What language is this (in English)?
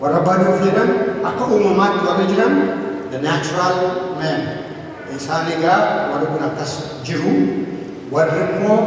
Oromo